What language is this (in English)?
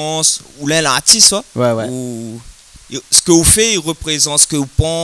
Réunion Creole French